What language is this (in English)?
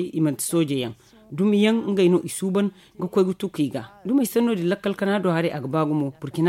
Zarma